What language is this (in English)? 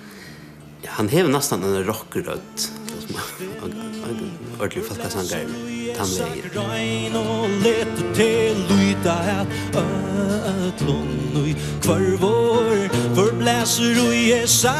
Faroese